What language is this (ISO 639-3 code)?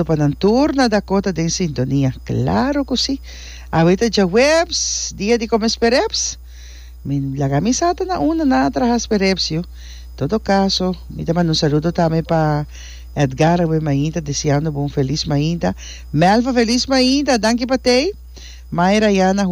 pap